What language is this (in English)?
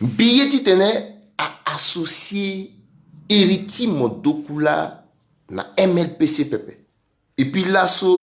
Sango